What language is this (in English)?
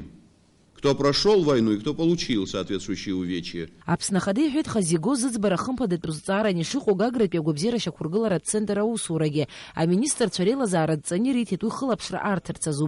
Abkhazian